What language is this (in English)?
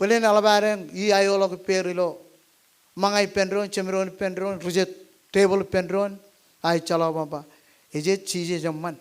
Marshallese